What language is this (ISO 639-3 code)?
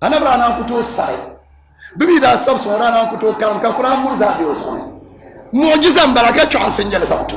dag